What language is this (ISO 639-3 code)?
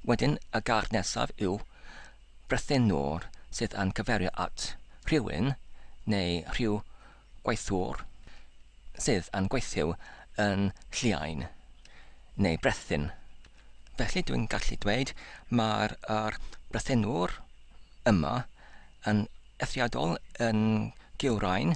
cym